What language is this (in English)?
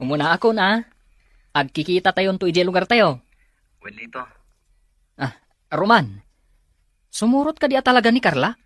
Iloko